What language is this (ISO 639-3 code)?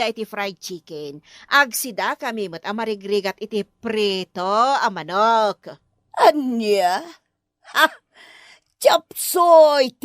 ilo